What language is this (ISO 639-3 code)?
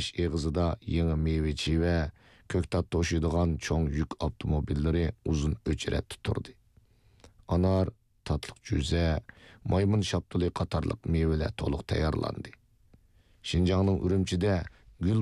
uig